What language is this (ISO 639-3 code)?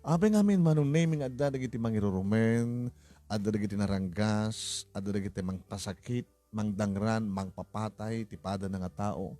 ilo